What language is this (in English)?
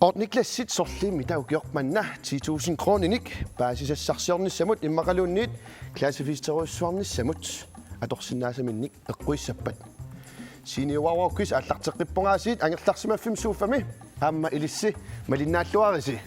Kalaallisut